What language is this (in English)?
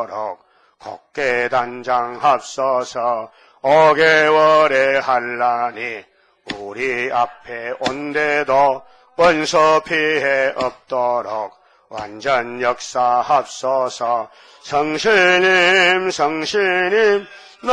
Korean